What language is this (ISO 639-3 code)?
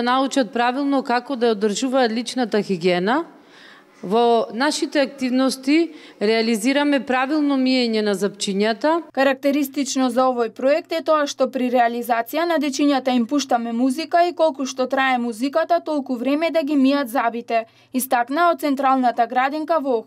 mkd